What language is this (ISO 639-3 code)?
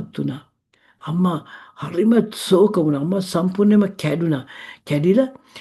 sin